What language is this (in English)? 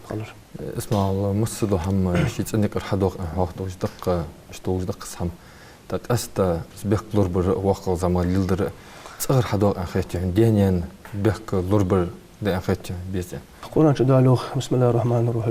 Ingush